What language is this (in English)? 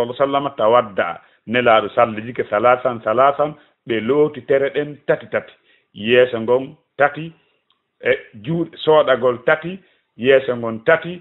Fula